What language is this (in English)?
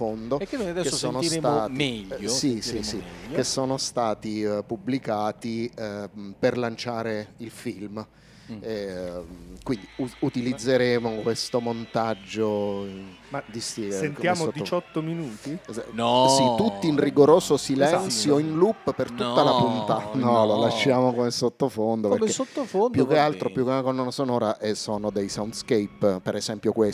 Italian